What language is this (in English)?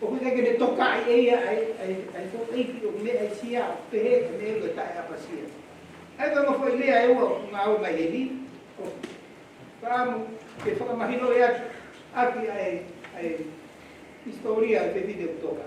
Tongan